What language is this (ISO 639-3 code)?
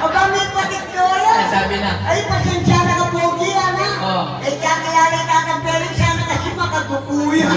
pam